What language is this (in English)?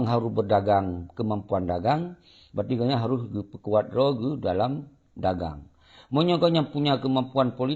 Achinese